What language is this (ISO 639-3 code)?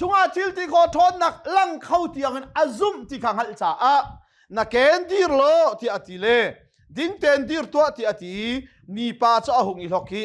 cnh